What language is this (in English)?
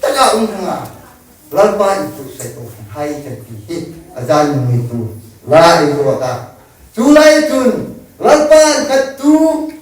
Hmar